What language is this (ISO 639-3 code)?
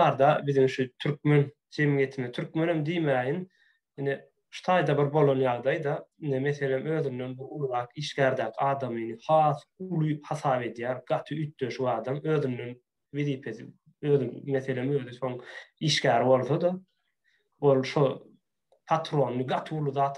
tuk